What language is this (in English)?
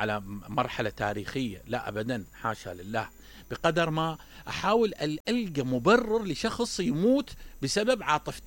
Mesopotamian Arabic